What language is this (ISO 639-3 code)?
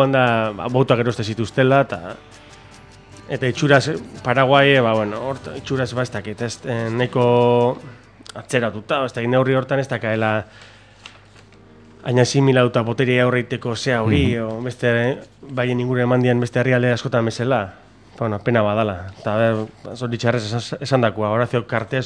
eus